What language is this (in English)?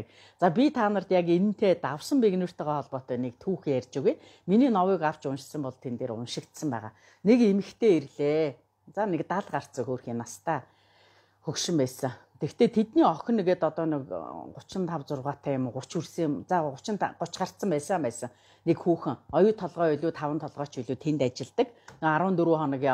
Mongolian